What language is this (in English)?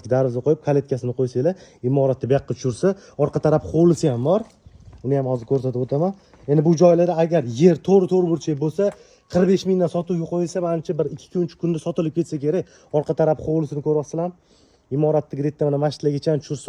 Uzbek